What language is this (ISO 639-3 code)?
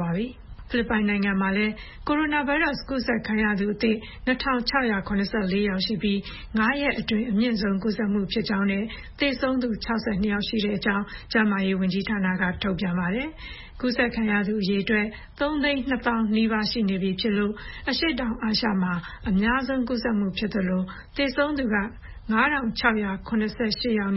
mya